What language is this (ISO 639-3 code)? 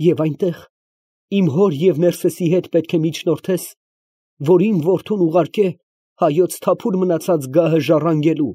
hye